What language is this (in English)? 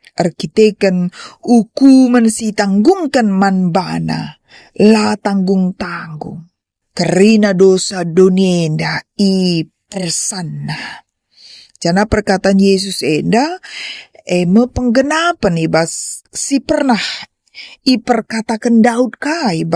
Batak Karo